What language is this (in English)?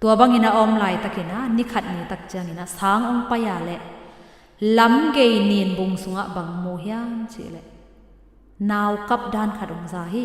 Tedim Chin